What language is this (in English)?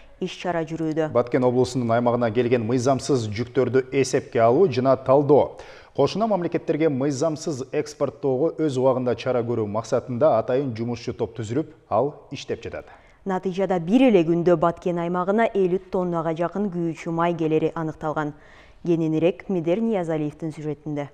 Kyrgyz